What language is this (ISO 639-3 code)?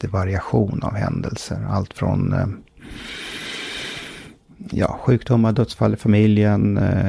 swe